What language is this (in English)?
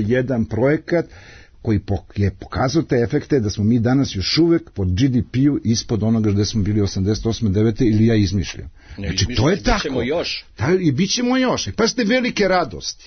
Serbian